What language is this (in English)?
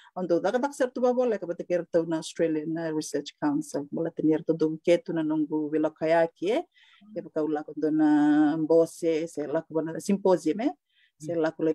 Fijian